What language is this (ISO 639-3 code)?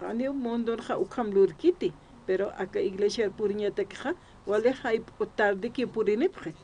aym